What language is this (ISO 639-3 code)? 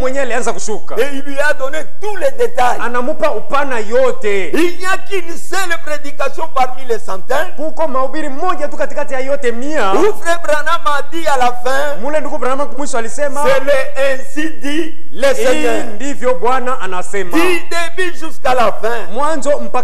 swa